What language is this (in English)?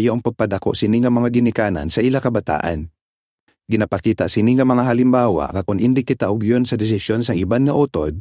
Hiligaynon